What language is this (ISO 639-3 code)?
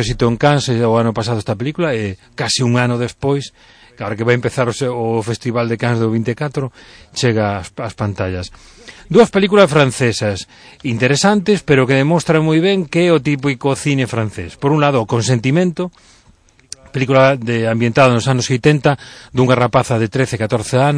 glg